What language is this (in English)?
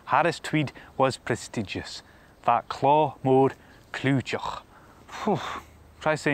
Scottish Gaelic